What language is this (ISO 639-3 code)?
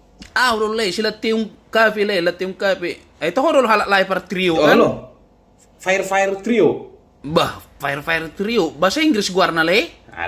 bbc